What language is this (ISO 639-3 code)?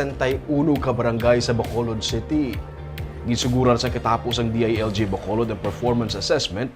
hil